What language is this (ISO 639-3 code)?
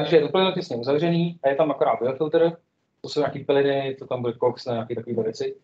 ces